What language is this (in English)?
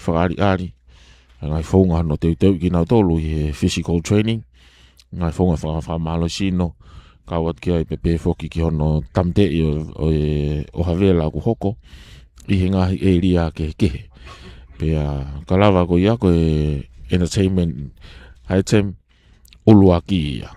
Tongan